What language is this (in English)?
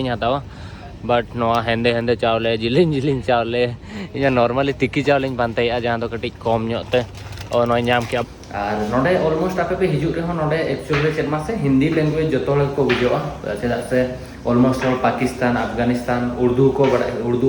Santali